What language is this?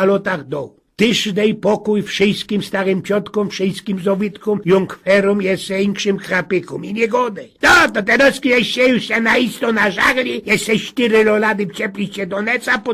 Silesian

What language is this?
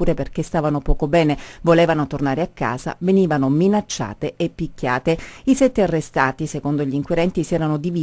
Italian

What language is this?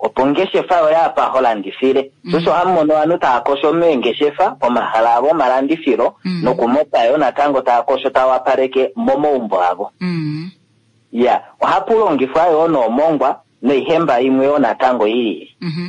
Kuanyama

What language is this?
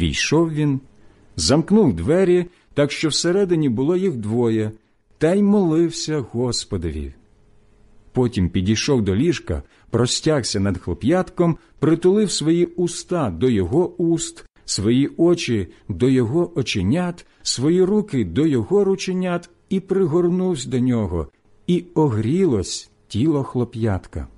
Ukrainian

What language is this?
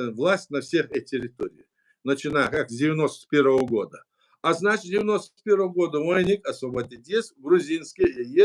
Chechen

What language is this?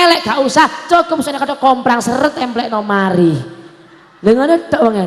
Javanese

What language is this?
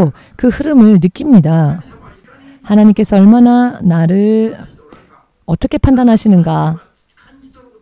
Korean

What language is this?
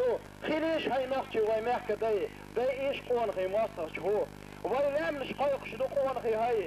Chechen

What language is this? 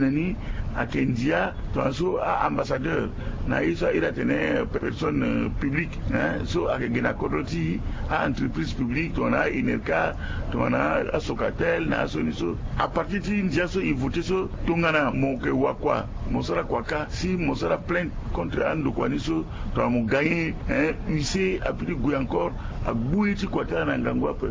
Sango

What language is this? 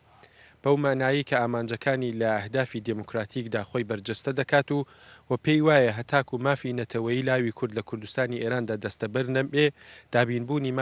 Central Kurdish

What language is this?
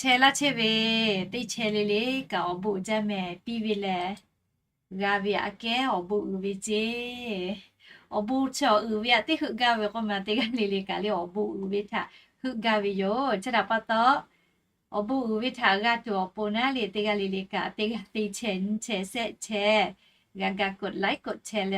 Lahu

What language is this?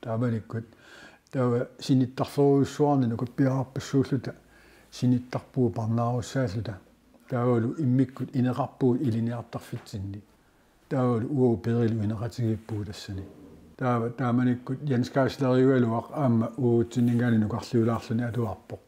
Kalaallisut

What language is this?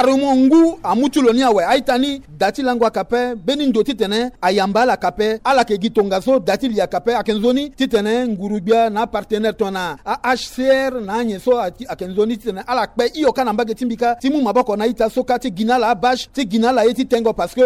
Sango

